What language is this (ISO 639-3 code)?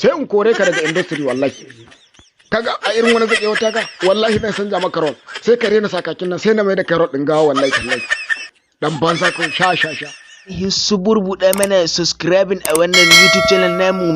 hau